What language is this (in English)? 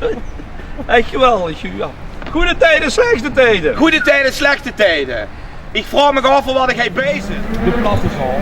Limburgish